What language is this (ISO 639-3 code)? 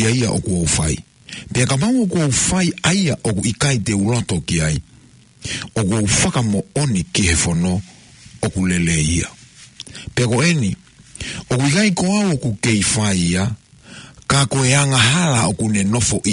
ton